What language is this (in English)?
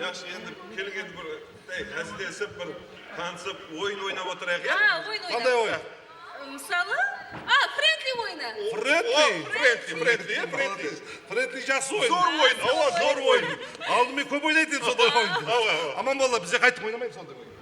Kara-Kalpak